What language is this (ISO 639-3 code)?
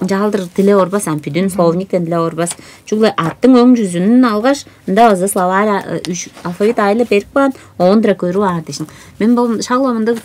tyv